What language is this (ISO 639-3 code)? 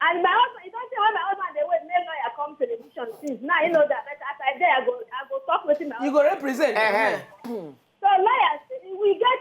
pcm